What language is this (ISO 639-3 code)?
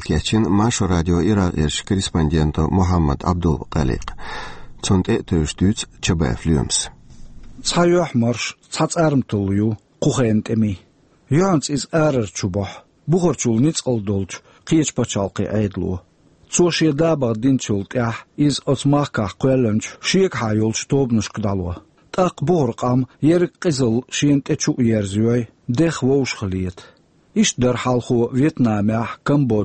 che